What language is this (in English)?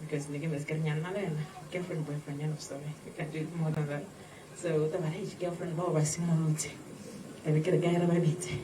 Tswana